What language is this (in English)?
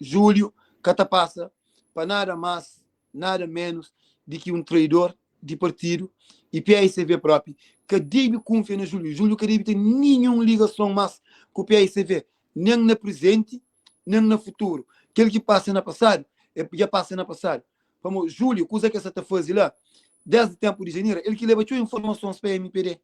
Kabuverdianu